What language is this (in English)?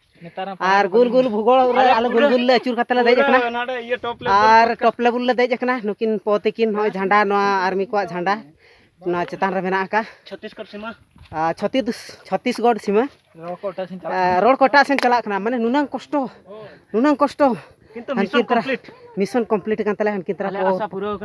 Santali